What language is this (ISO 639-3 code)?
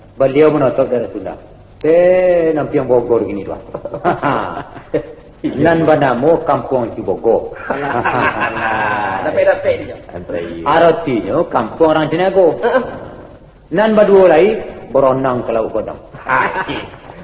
min